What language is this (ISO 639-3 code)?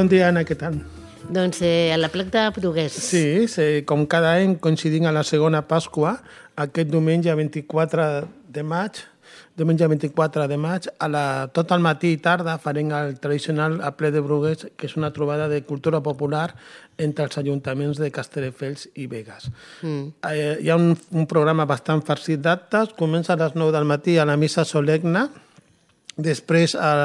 cat